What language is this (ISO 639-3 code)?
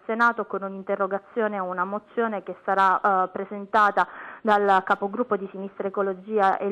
ita